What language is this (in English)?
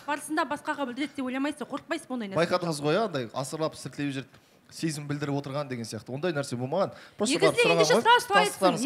Kazakh